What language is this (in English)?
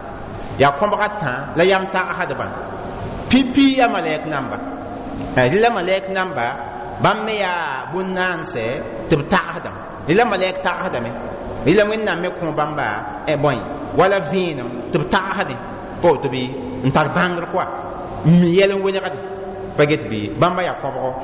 Mossi